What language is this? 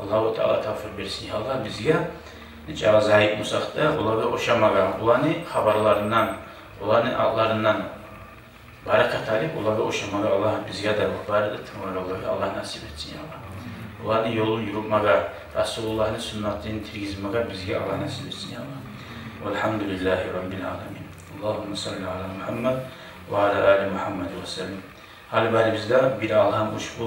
Kumyk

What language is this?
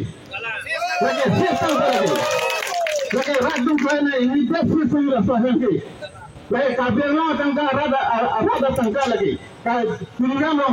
Karbi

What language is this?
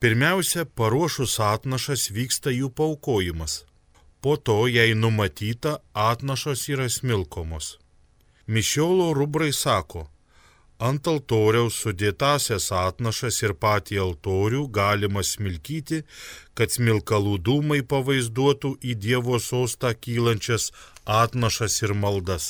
Lithuanian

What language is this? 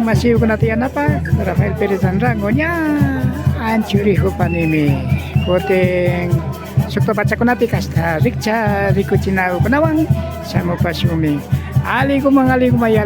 Imbabura Highland Quichua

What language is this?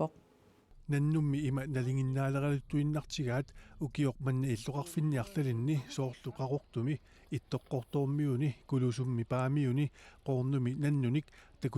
Kalaallisut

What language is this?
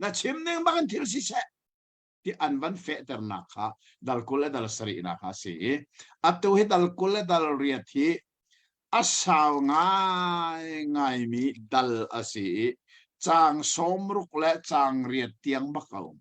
Hakha Chin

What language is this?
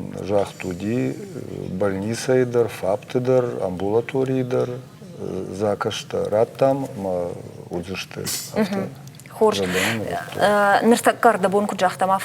Ossetic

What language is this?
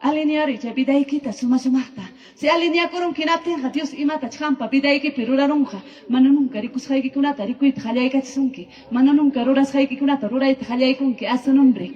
Ayacucho Quechua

